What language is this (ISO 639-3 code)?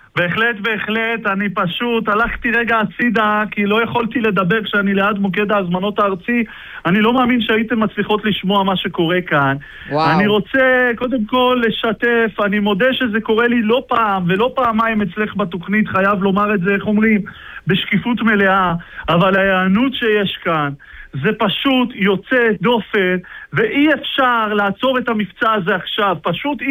heb